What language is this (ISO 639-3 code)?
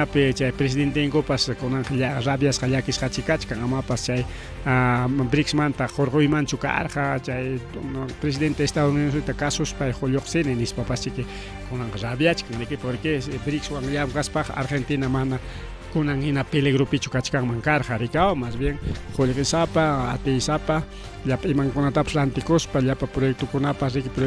quy